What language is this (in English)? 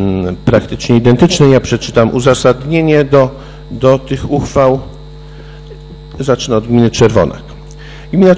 Polish